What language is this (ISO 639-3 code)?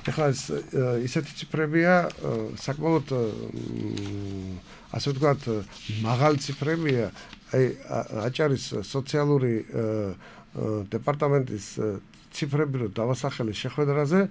kat